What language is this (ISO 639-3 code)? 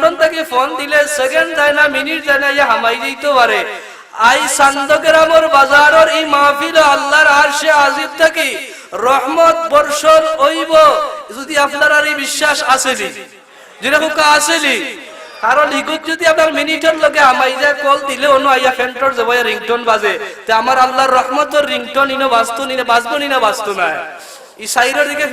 syl